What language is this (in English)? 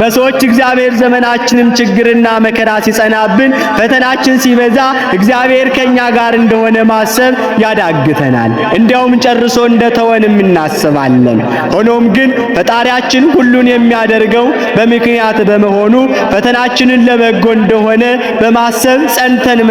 Amharic